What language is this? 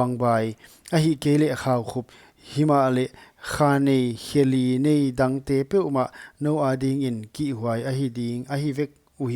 Paite Chin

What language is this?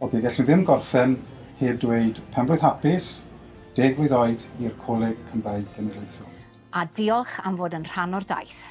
Welsh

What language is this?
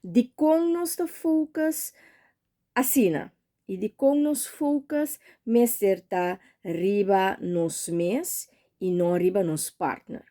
Papiamento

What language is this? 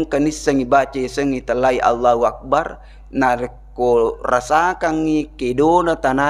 Buginese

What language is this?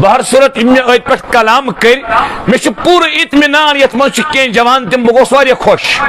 Kashmiri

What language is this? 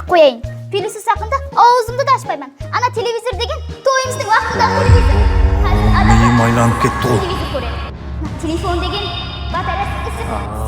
Kara-Kalpak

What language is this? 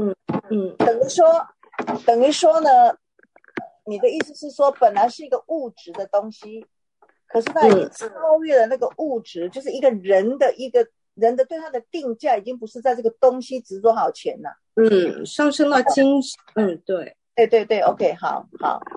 Chinese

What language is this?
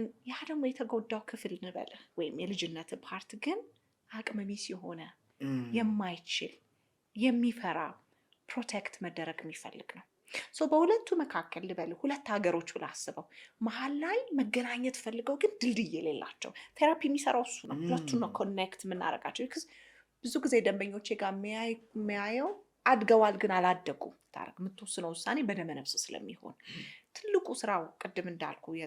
Amharic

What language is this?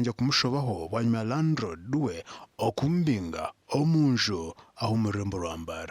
Nyankole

